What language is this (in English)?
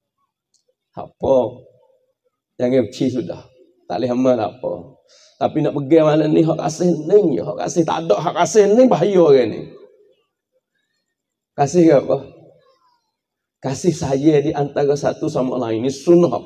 Malay